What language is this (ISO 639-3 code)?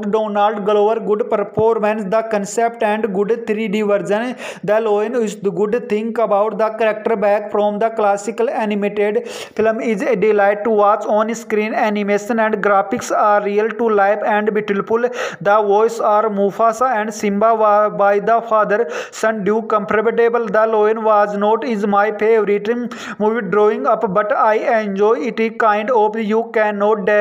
eng